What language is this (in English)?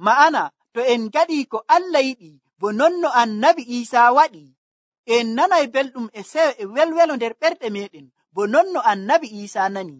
Nigerian Fulfulde